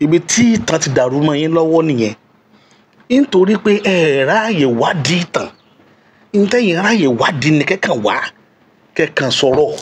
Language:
Yoruba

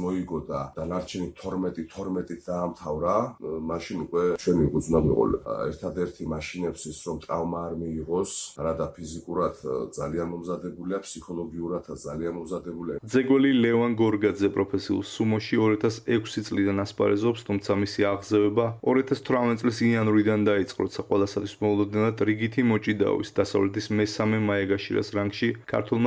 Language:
Georgian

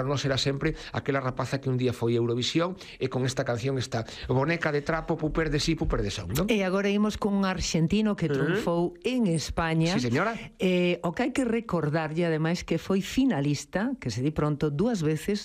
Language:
Galician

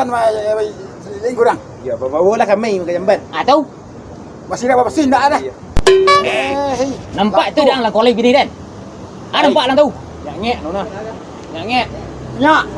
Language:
Minangkabau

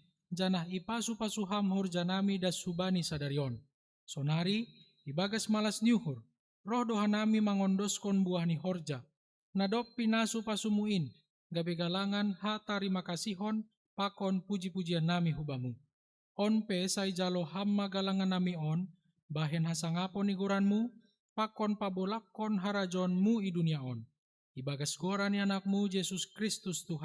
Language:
Batak Simalungun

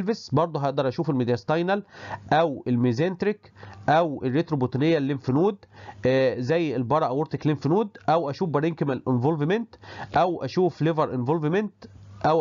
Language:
Egyptian Arabic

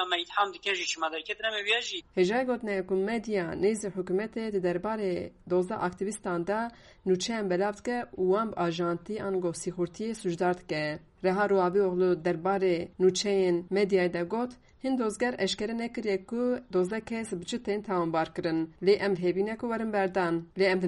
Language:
Kurdish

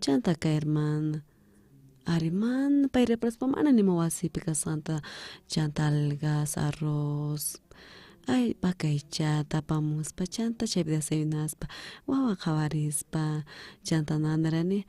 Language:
South Bolivian Quechua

